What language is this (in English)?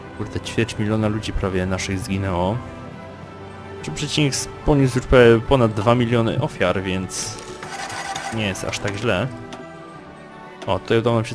Polish